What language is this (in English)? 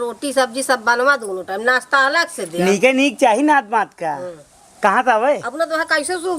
Awadhi